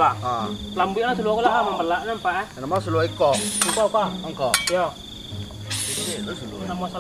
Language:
Minangkabau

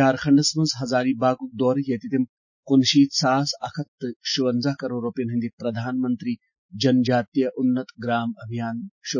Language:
Kashmiri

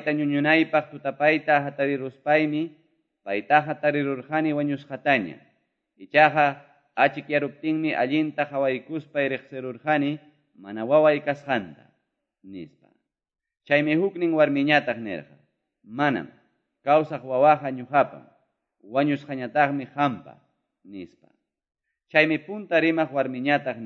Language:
Quechua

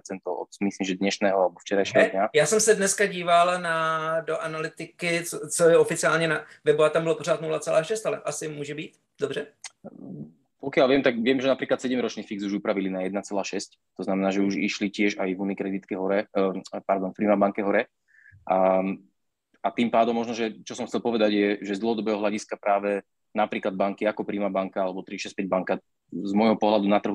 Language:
Slovak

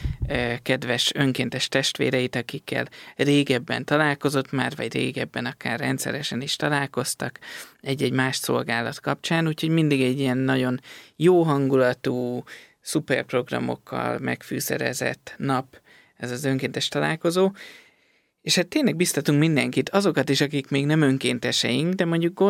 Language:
Hungarian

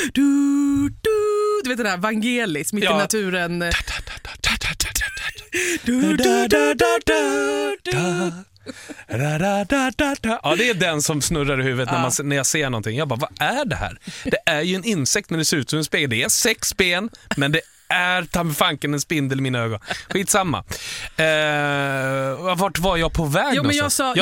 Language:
Swedish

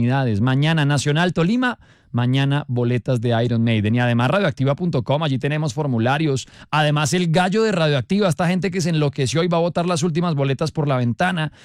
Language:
Spanish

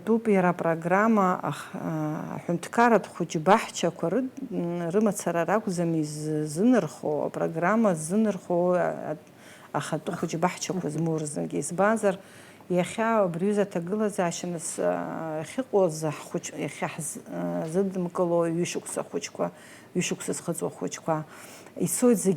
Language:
Abkhazian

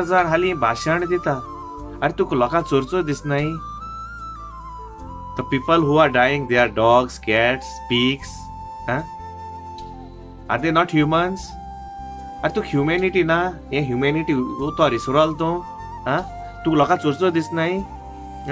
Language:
Konkani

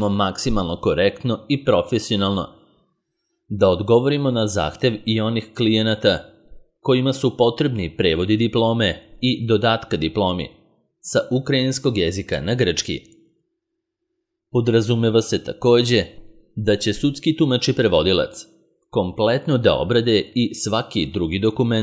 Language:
Serbian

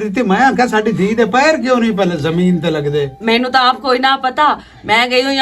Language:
Western Panjabi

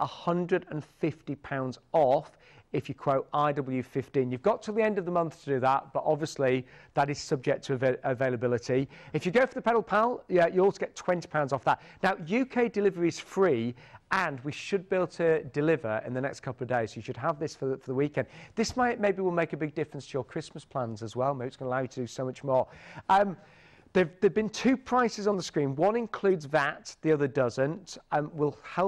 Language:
English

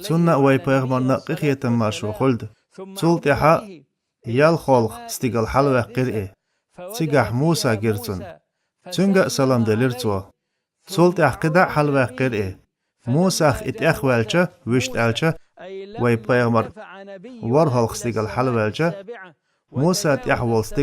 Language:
Chechen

